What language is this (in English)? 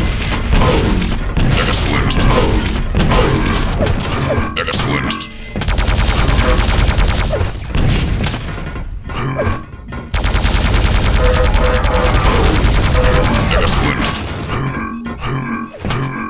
English